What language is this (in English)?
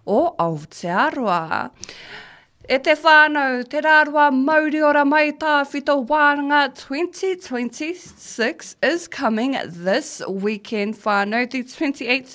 Māori